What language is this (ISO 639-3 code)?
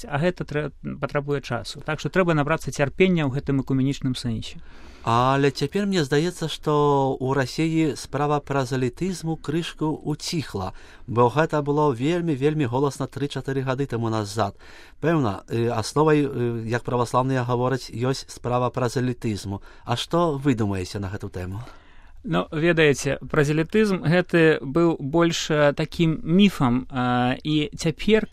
bel